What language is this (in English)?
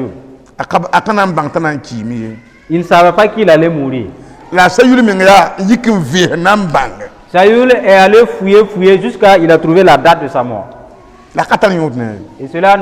Mossi